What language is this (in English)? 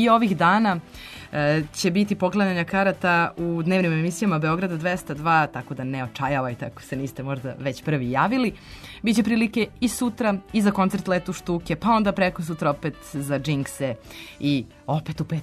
Serbian